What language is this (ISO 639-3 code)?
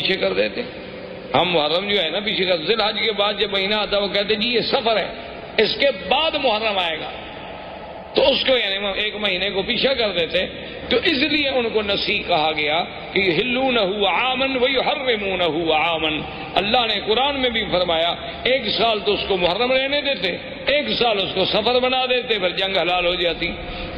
urd